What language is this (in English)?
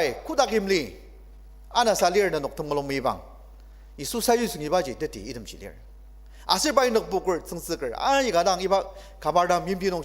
Ao Naga